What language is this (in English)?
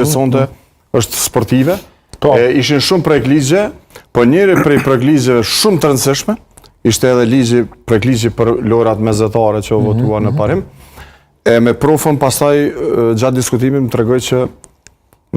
Albanian